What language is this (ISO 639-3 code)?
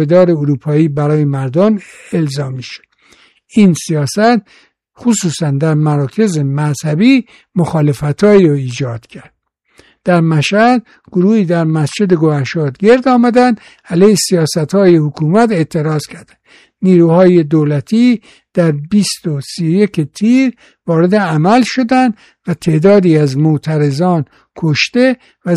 fas